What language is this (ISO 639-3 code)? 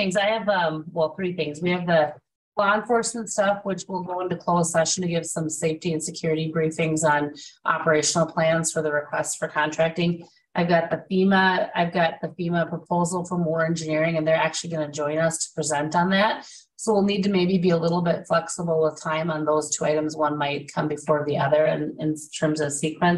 eng